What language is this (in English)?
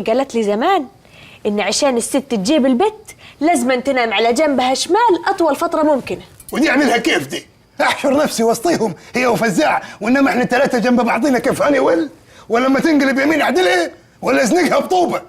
Egyptian Arabic